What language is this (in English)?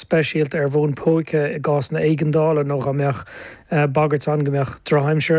Irish